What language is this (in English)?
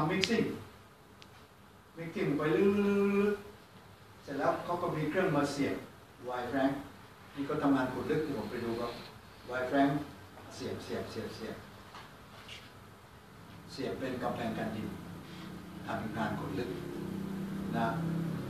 Thai